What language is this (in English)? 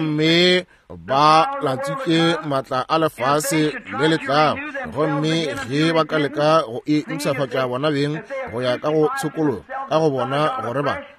Northern Sotho